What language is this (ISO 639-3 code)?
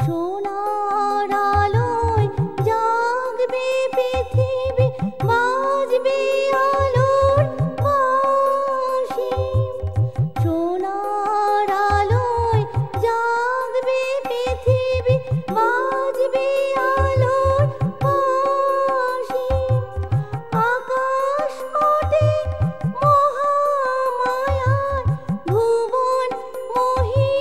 ben